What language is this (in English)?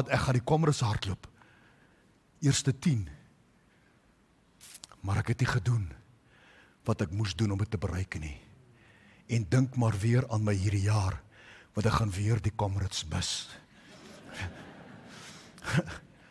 Afrikaans